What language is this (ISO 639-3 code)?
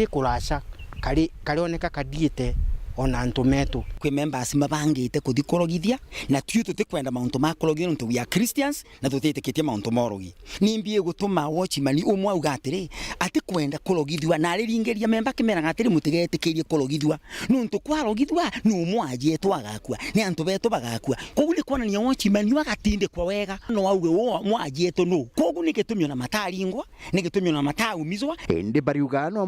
mer